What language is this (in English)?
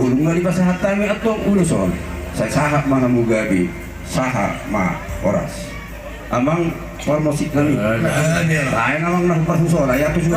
Batak Toba